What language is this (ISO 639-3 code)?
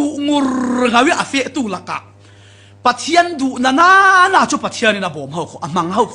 cfm